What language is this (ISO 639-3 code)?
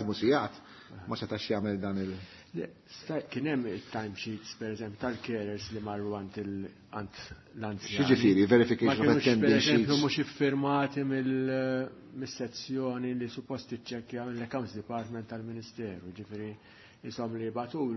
mlt